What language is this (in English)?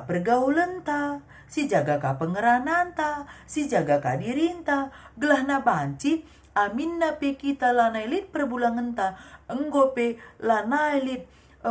Batak Karo